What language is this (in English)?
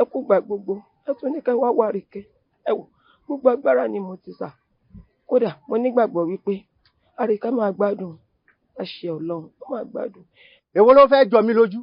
Yoruba